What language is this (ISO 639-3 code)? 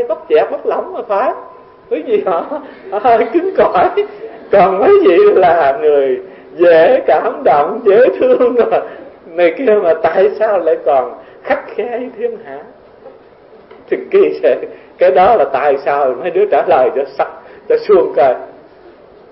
vie